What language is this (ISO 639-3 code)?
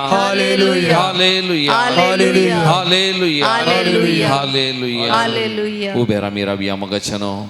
kok